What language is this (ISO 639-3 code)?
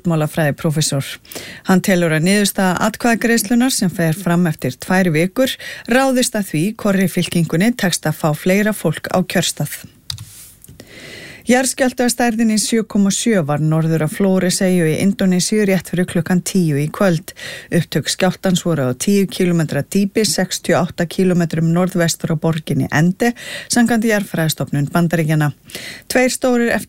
isl